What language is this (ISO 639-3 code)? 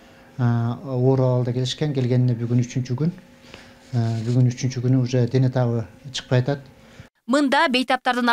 kir